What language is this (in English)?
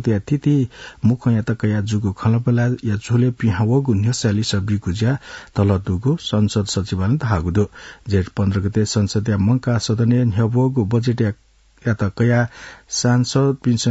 Newari